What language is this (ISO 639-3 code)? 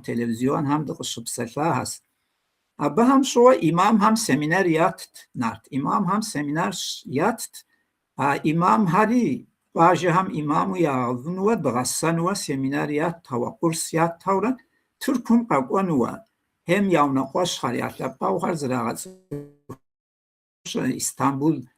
kbd